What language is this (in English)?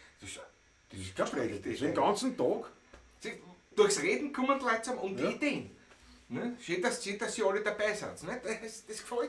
Bavarian